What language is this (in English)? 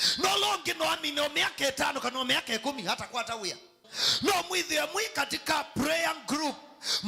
Kamba